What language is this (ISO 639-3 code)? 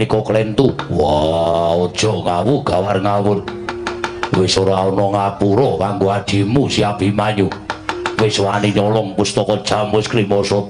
jav